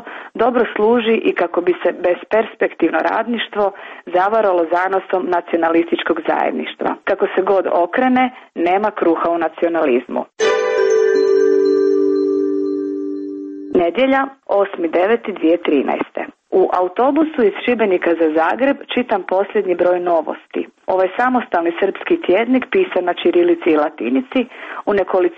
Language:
Croatian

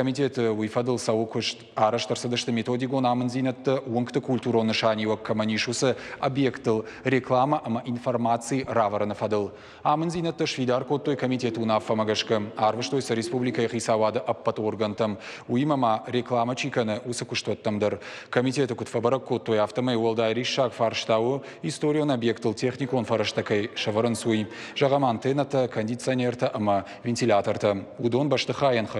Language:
Ossetic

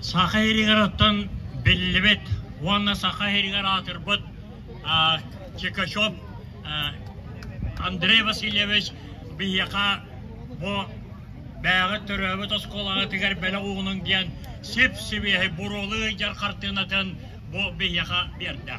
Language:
Yakut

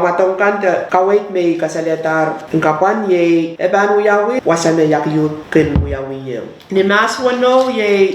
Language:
Pohnpeian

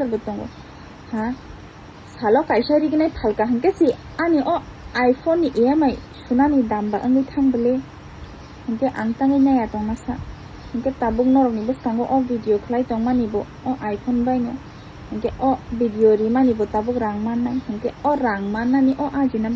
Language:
Kok Borok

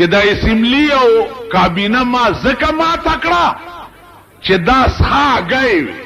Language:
Pashto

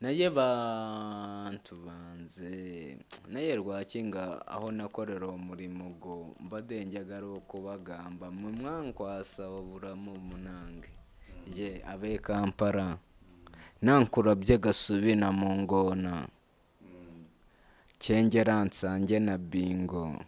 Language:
Kinyarwanda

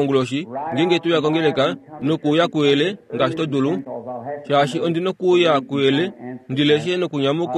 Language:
Kuanyama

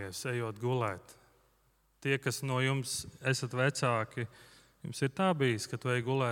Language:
Latvian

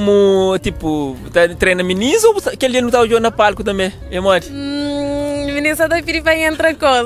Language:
Kabuverdianu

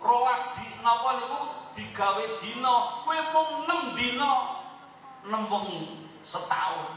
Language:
Javanese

